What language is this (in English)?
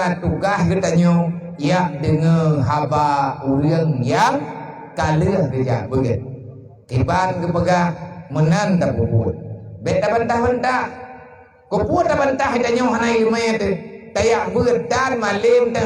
Achinese